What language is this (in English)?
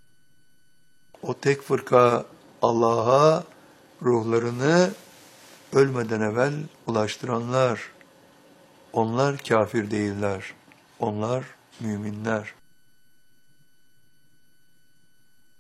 Turkish